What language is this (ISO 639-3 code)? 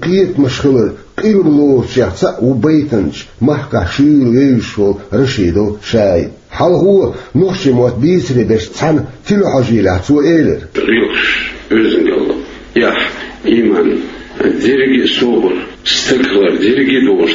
che